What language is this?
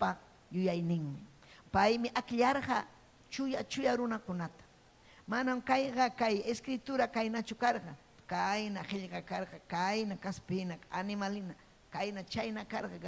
Ayacucho Quechua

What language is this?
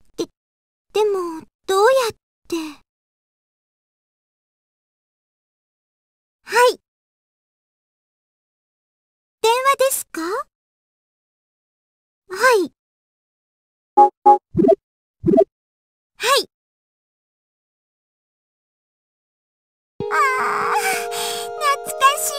Japanese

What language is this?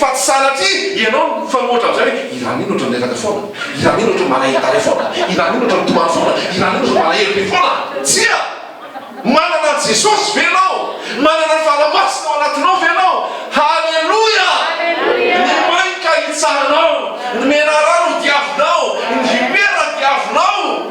Malagasy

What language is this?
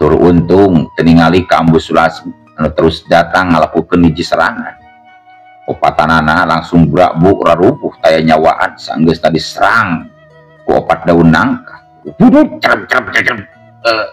Sundanese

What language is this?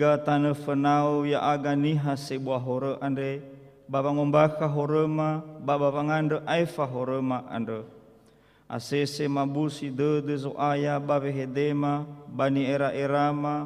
Nias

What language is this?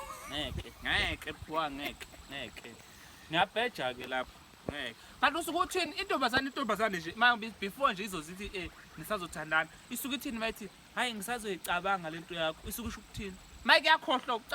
Zulu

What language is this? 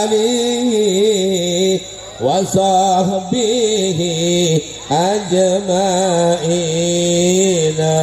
Madurese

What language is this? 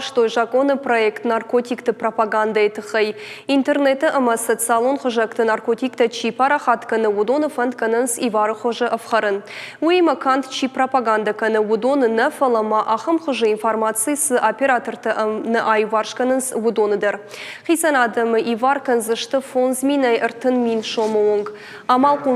Ossetic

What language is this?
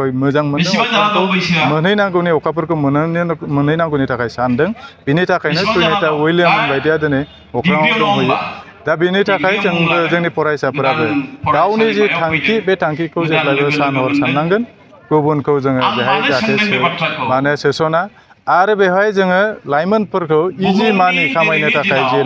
Bodo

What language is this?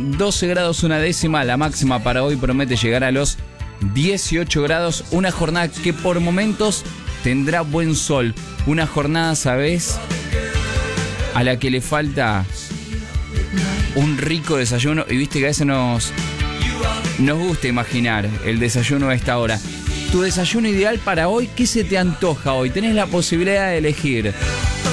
Spanish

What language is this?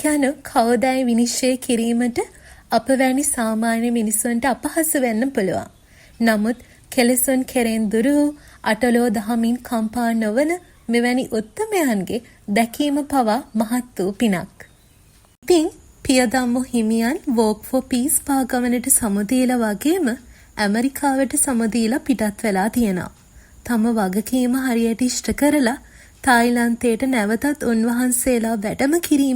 Sinhala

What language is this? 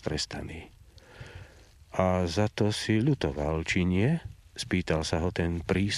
Slovak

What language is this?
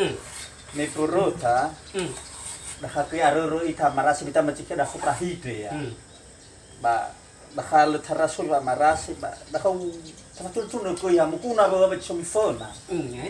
Nias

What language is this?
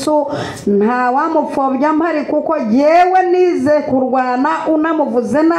Kinyarwanda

